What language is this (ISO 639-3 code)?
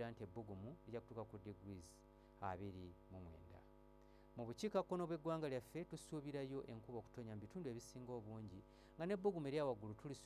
lug